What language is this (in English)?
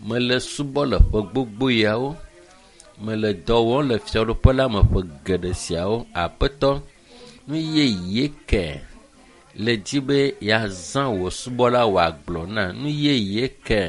Ewe